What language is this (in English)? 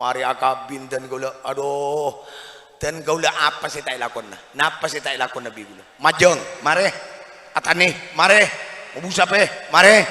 Madurese